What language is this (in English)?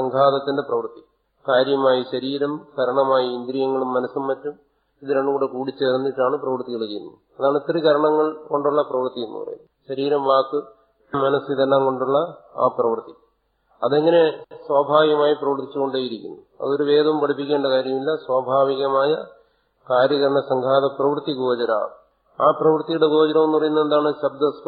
Malayalam